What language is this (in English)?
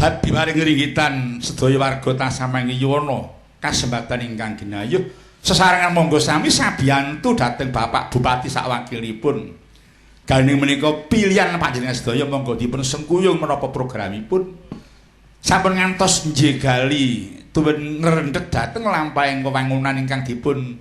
Javanese